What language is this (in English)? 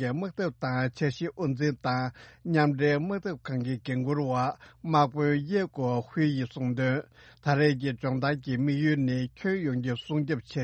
Tibetan